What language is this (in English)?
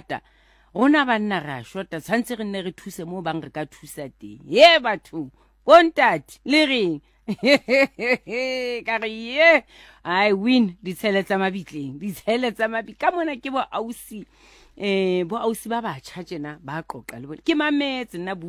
Southern Sotho